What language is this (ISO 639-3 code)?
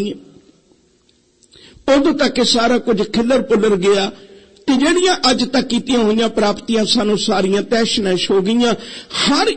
pan